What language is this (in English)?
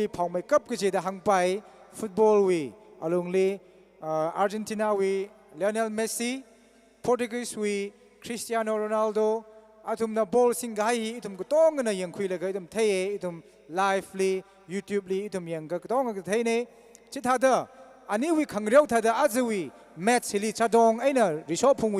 Tangkhul Naga (India)